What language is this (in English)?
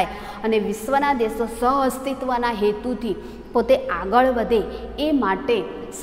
Gujarati